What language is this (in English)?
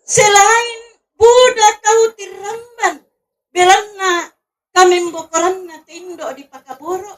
Toraja-Sa'dan